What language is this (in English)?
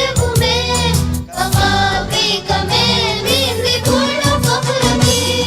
Divehi